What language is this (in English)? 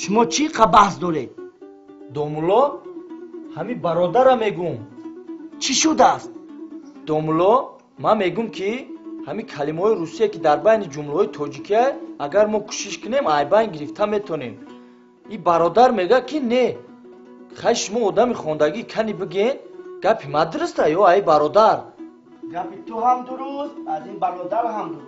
Tajik